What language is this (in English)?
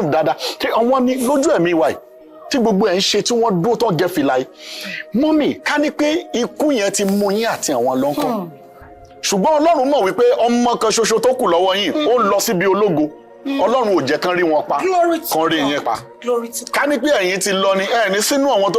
Yoruba